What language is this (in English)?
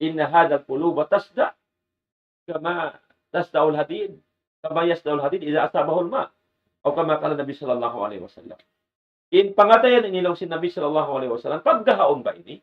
Tausug